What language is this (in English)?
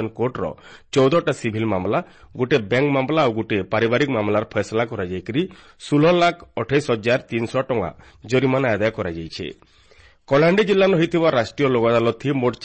Odia